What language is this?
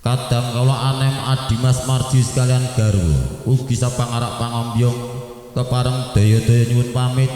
Javanese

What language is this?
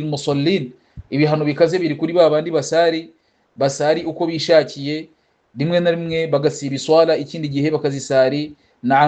Kinyarwanda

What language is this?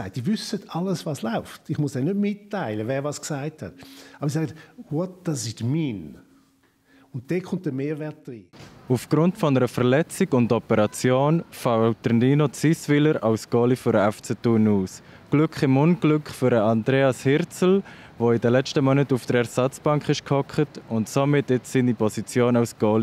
Swiss German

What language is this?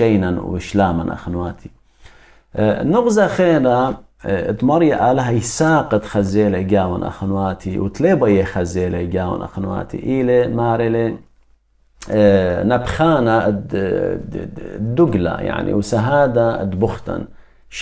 Assyrian Neo-Aramaic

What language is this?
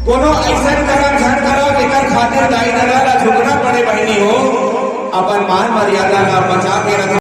Chhattisgarhi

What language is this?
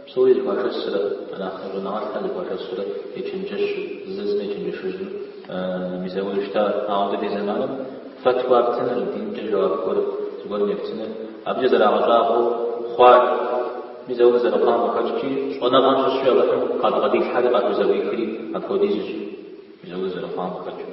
Kabardian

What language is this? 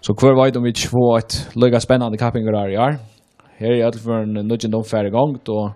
Faroese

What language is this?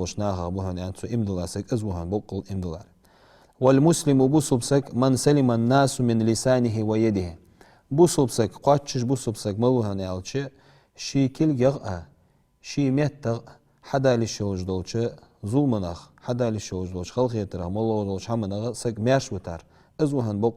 Ingush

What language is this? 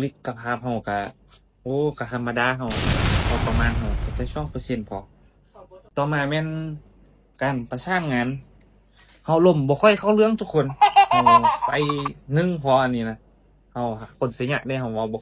Lao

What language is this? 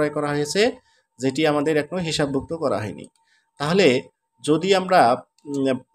Bangla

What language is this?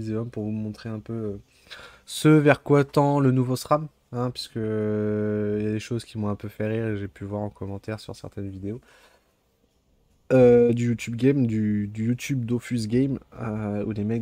French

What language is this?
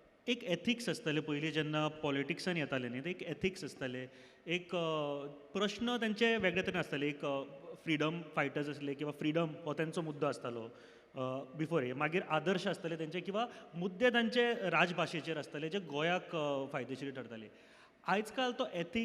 Konkani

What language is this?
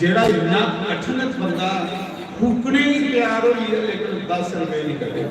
Dogri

